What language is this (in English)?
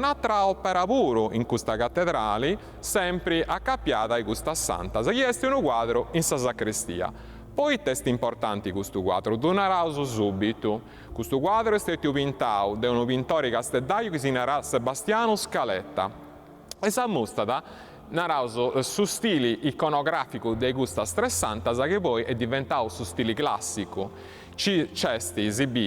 Sardinian